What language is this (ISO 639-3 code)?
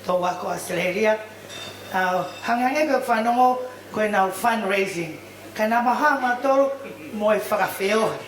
ton